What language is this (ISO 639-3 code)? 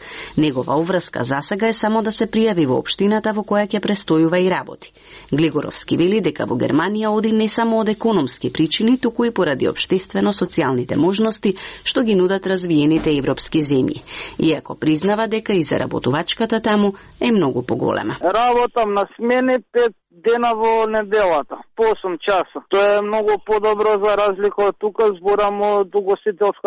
mkd